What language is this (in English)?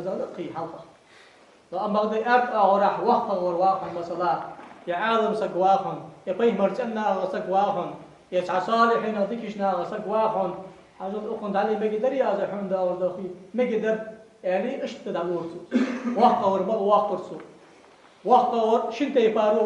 Ingush